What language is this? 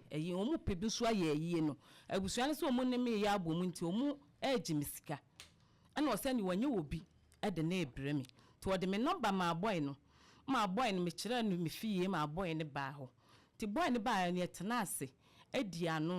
Akan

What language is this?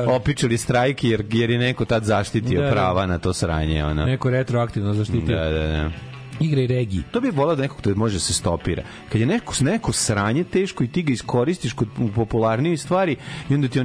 Serbian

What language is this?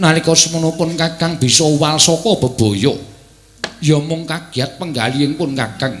Javanese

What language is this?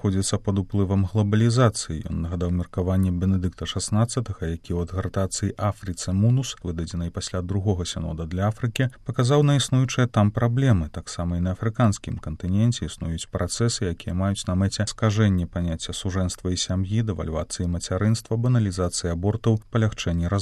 Belarusian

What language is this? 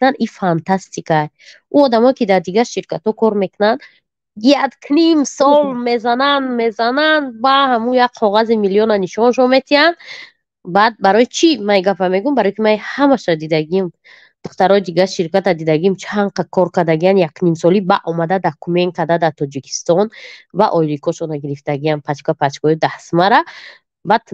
Tajik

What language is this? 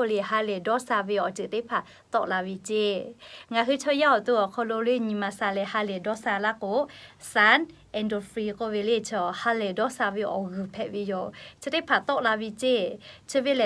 Lahu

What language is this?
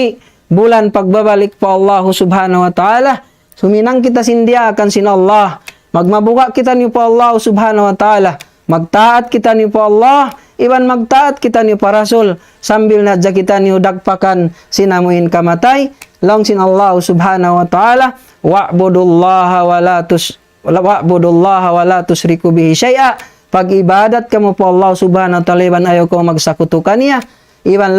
Tausug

